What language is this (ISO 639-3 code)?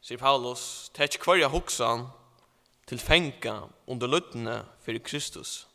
fao